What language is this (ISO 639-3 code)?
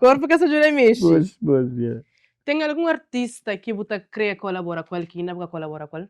kea